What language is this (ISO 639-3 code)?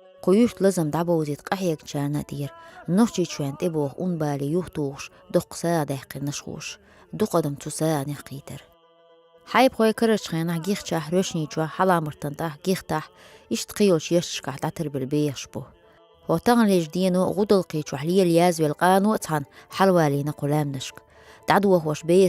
che